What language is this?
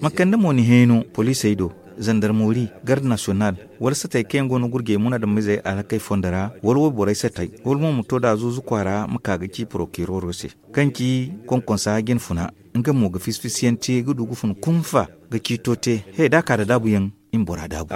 Zarma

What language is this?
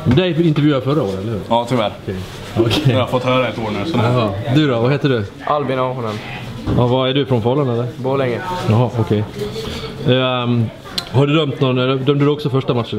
Swedish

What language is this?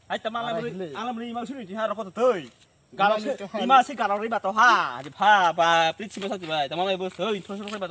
Kok Borok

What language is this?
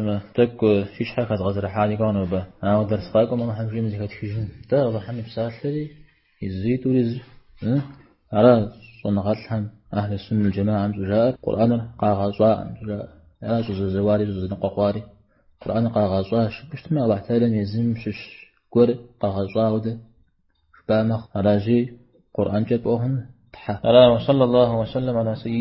Kabardian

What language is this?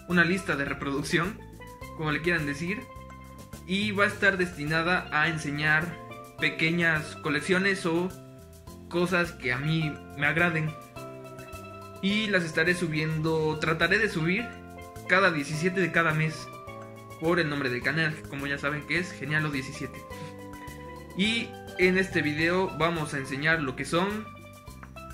Spanish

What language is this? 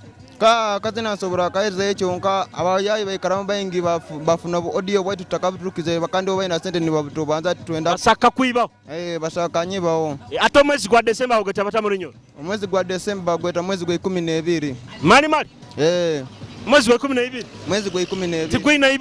Nyoro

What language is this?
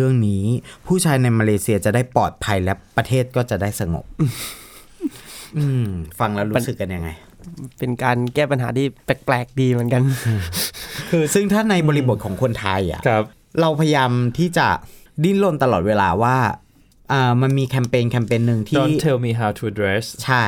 Thai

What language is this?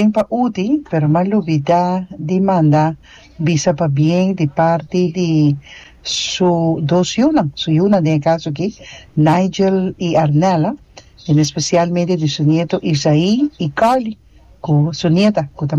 Papiamento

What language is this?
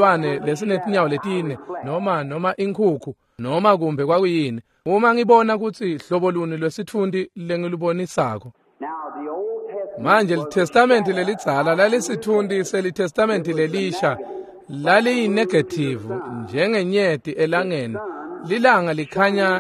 Swati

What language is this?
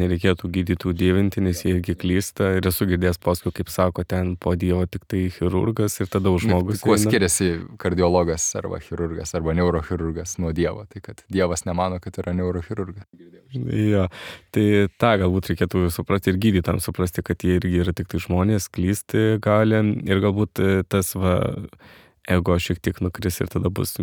Lithuanian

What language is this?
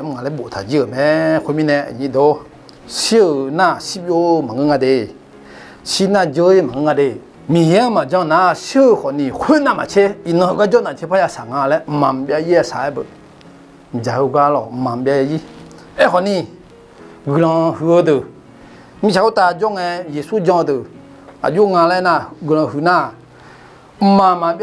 Akha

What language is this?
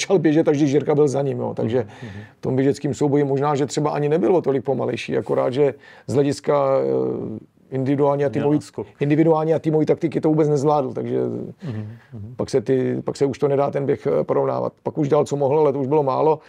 Czech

